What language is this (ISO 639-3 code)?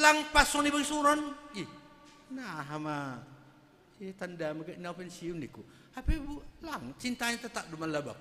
bts